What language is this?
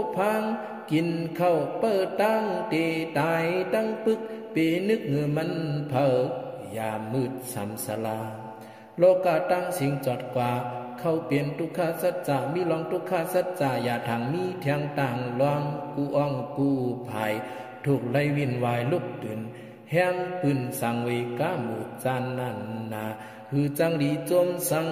Shan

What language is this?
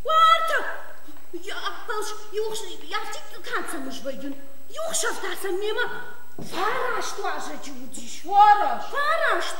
Ossetic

